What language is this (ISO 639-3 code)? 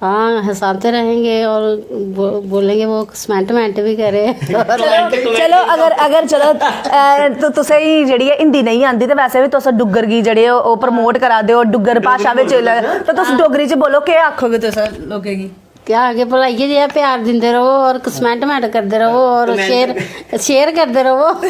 doi